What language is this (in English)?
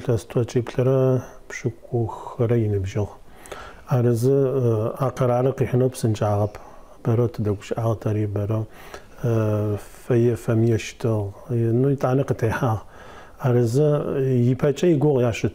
Adyghe